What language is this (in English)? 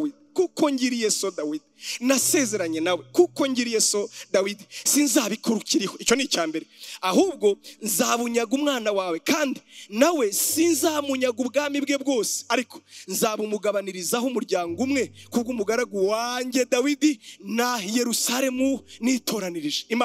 Kinyarwanda